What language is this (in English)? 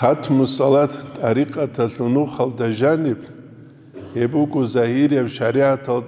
Avaric